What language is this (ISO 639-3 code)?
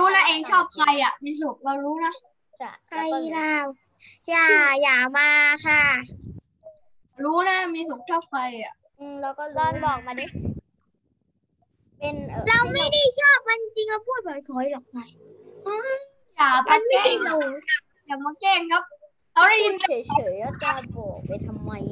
tha